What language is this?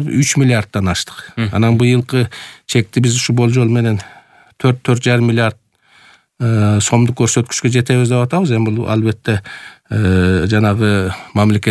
Kyrgyz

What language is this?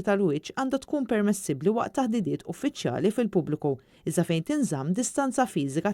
Maltese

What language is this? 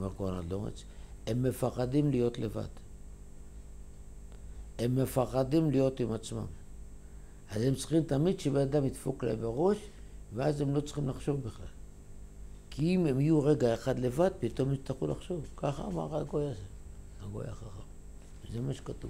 Hebrew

